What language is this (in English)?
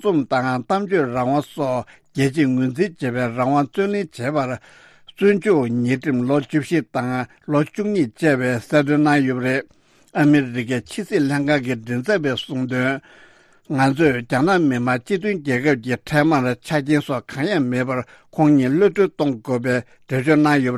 Tibetan